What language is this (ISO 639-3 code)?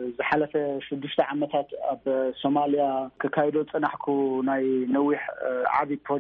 tir